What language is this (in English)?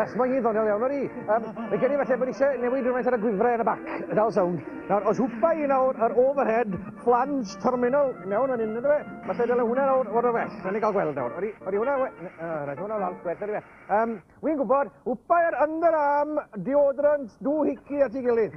Welsh